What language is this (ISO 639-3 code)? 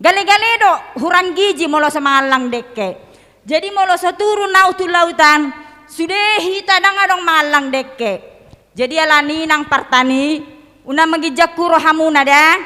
bbc